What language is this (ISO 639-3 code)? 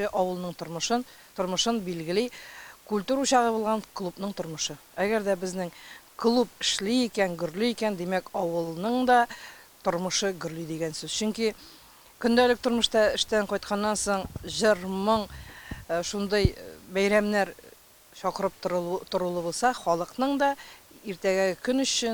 tat